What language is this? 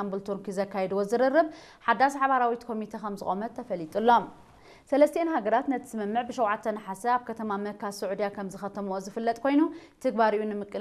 Tigrinya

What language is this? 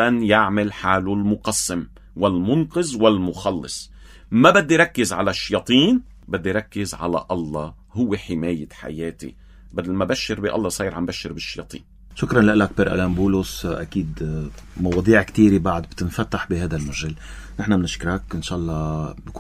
North Levantine Arabic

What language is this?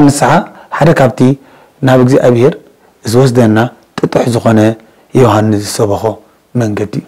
Tigrinya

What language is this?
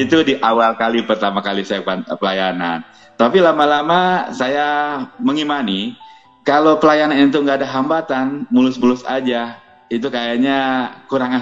Indonesian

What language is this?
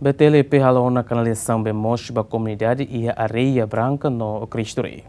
Tetum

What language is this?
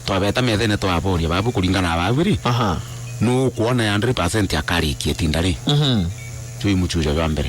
Meru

